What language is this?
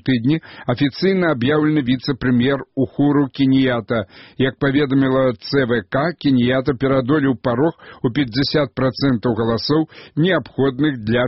Belarusian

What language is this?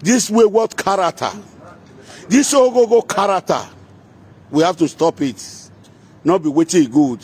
Nigerian Pidgin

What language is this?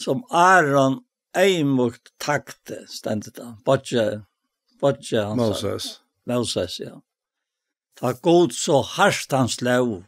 Faroese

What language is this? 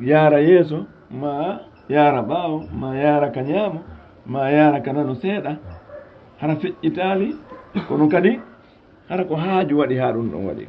Fula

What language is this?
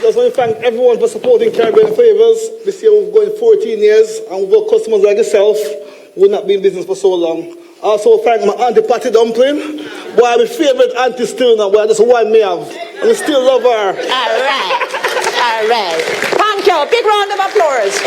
Jamaican Creole English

